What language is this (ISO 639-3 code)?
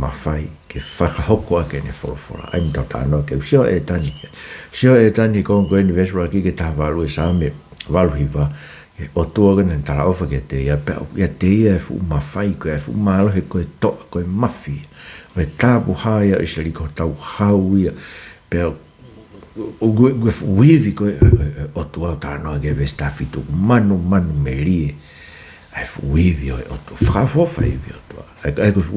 ton